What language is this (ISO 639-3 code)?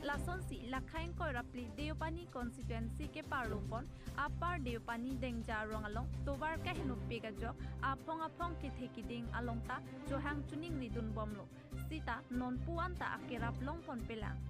mjw